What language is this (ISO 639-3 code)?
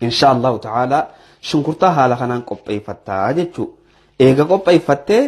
orm